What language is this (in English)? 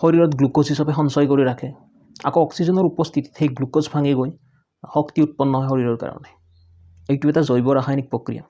Assamese